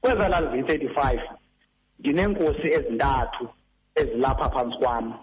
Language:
Xhosa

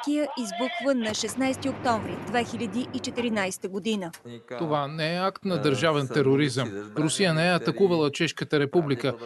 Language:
Bulgarian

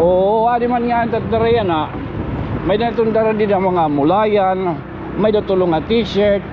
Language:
Waray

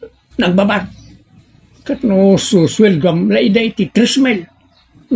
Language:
Iloko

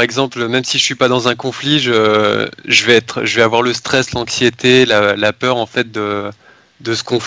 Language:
French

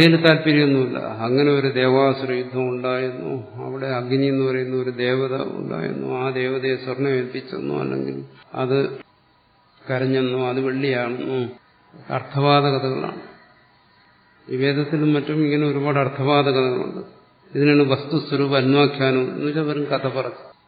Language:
Malayalam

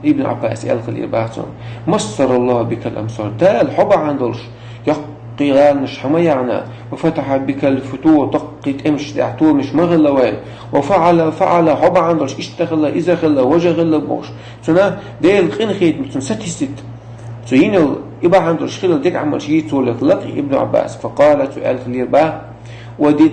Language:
Chechen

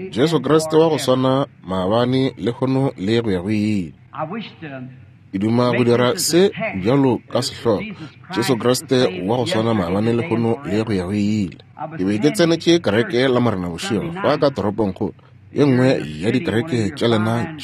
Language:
Northern Sotho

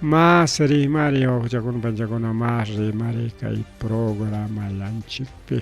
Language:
Ayacucho Quechua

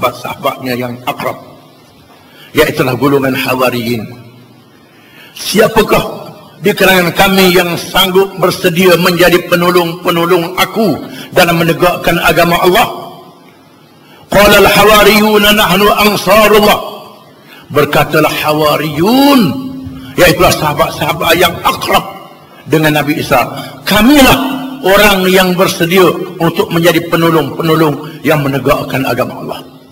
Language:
Malay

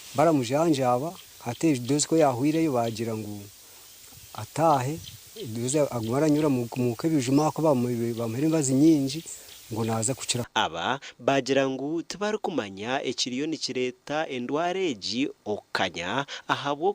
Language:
Nyankole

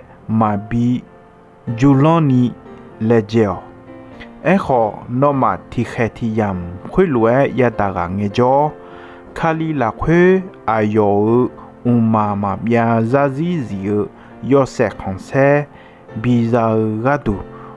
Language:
Akha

